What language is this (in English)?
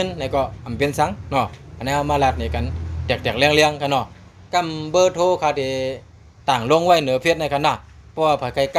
Shan